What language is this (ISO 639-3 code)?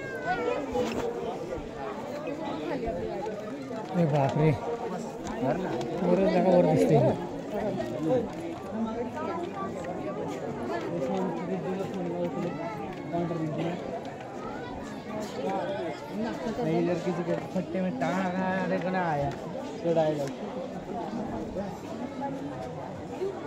mar